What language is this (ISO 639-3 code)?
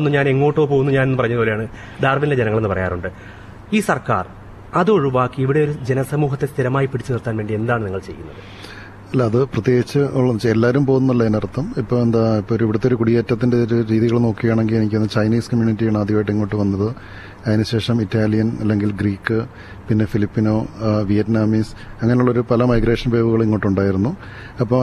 mal